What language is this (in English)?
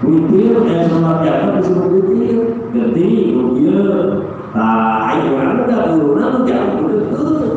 Sundanese